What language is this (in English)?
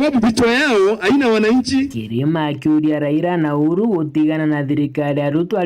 Meru